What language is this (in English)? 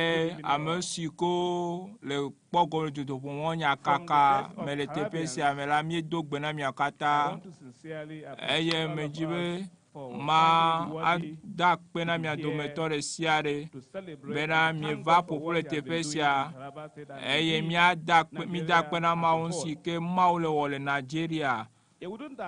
Ewe